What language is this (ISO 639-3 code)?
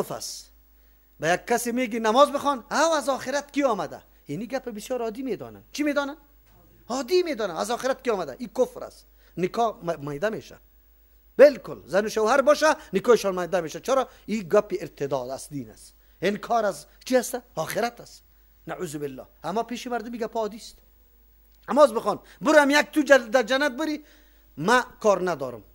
fas